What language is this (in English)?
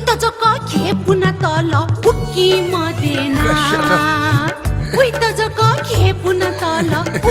Newari